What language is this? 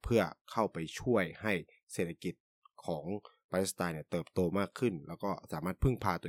Thai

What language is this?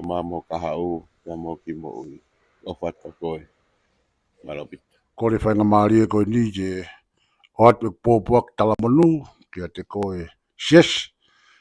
Tongan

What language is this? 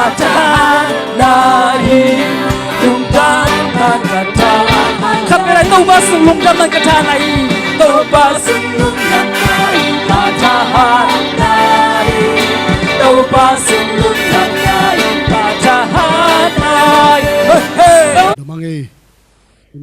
Tedim Chin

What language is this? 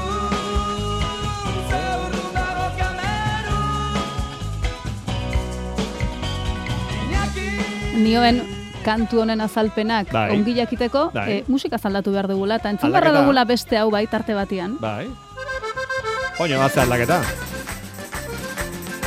Basque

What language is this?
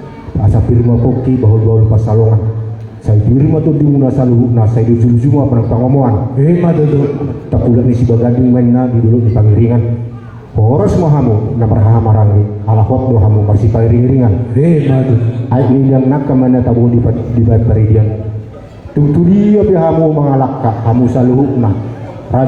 Batak Toba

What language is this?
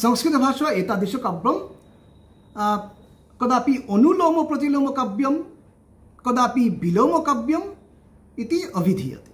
Sanskrit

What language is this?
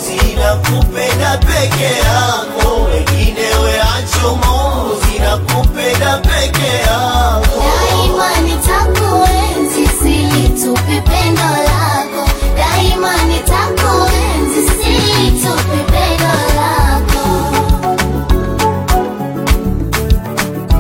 Swahili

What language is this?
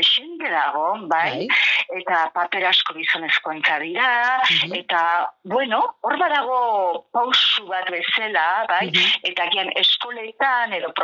Basque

